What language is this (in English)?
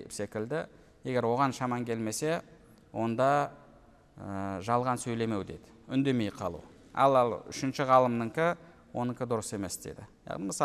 Kazakh